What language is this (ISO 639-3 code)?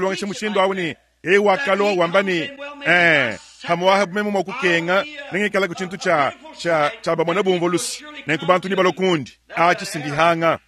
lua